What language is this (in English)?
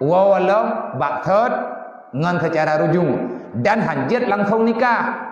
Achinese